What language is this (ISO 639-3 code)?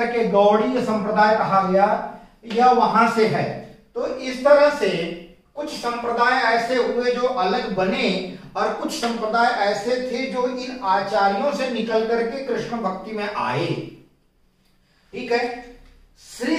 hin